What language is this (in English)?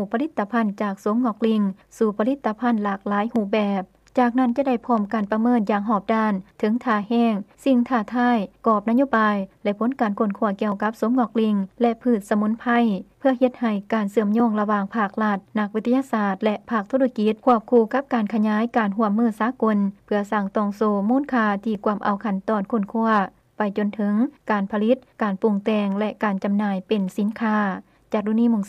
Lao